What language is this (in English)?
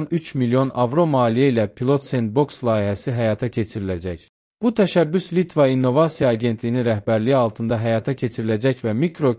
Azerbaijani